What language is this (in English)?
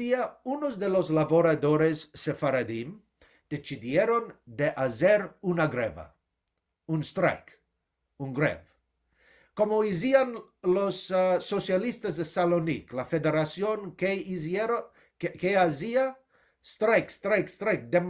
Ladino